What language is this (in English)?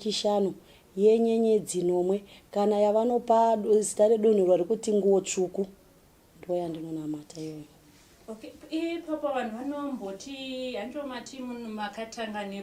Shona